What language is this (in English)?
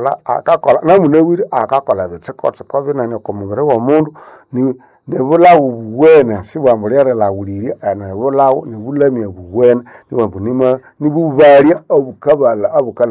Nande